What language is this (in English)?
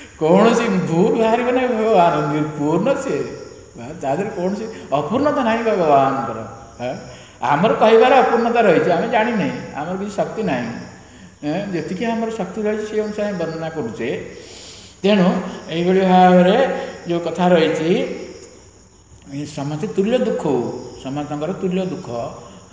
Odia